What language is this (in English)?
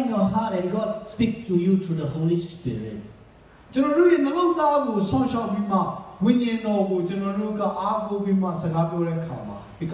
Burmese